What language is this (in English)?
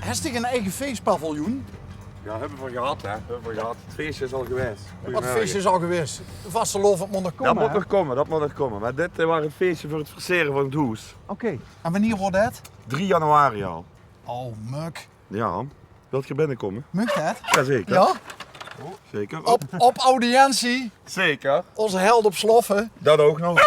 Limburgish